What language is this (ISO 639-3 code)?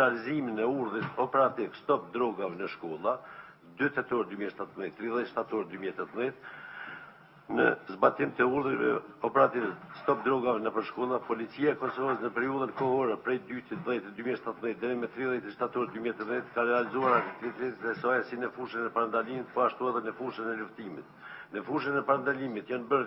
sqi